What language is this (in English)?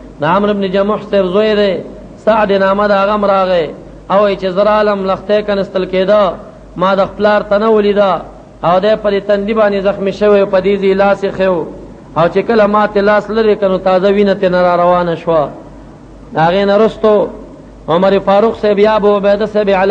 Pashto